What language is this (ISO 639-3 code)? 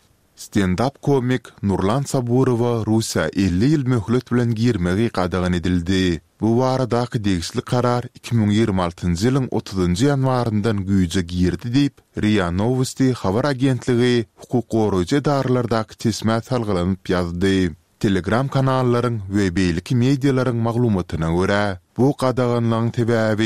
tuk